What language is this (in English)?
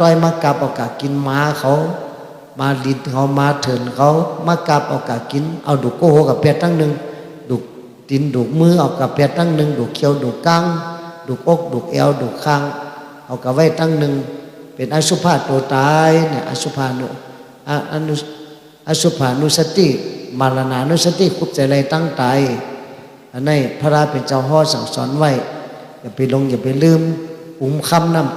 Shan